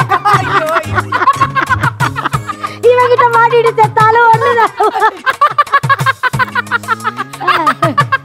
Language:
Tamil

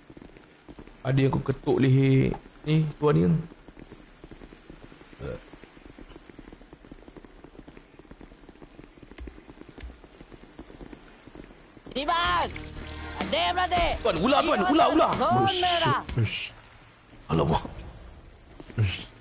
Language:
Malay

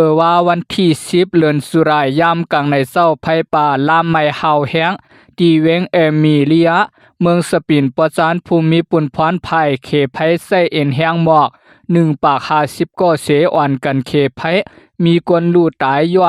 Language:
Shan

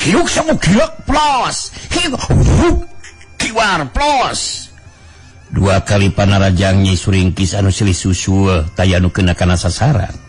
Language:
Sundanese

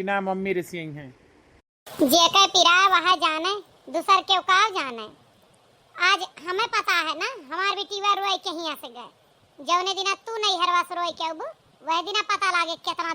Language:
Awadhi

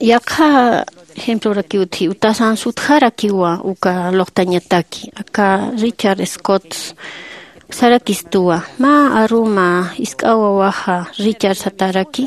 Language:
Aymara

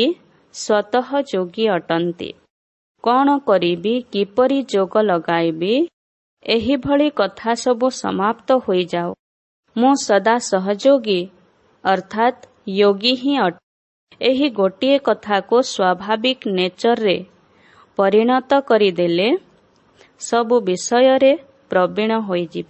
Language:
Odia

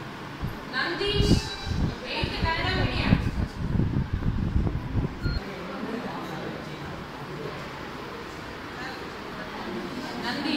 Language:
Kannada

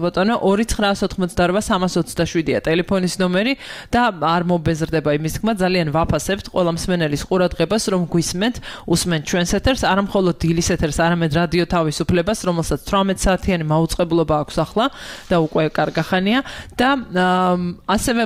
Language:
Georgian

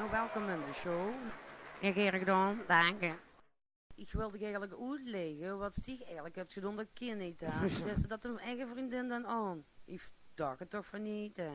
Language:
Limburgish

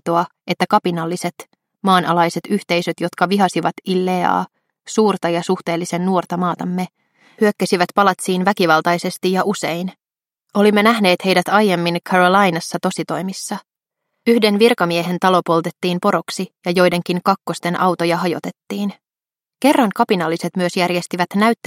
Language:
Finnish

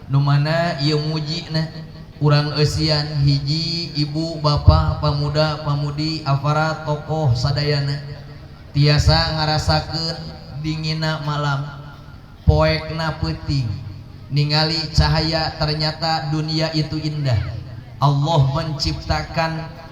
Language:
Sundanese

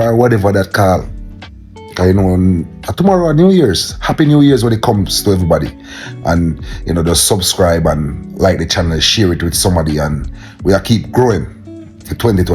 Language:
Jamaican Creole English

